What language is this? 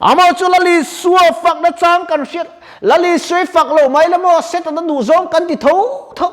Mizo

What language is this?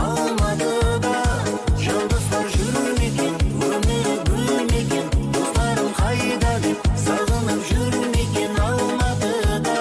Kara-Kalpak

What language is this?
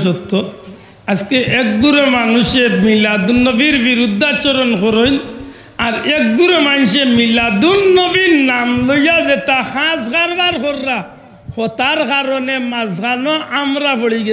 Sylheti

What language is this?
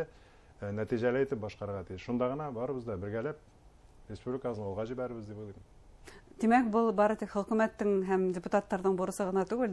Bashkir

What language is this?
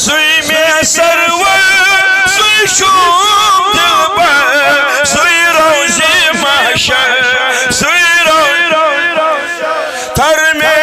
Kashmiri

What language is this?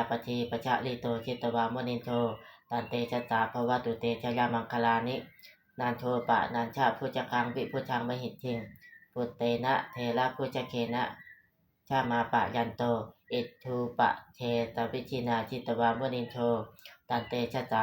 Pali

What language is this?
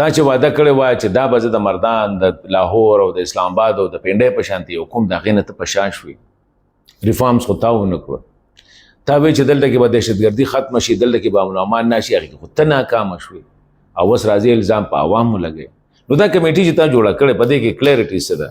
Pashto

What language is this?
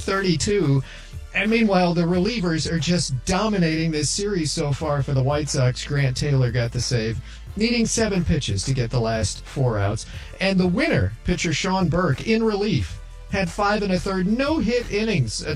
English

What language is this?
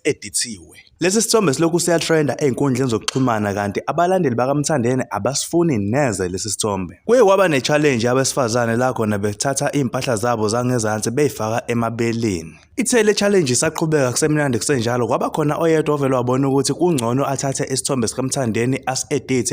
Zulu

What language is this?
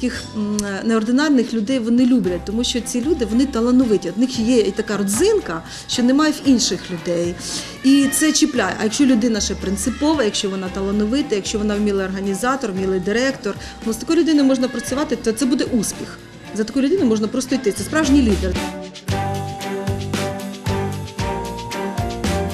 Ukrainian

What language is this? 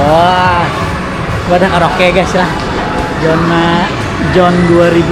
Banjar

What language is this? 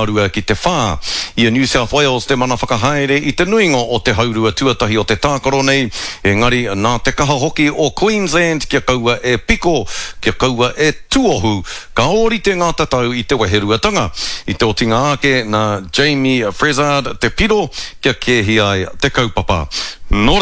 Māori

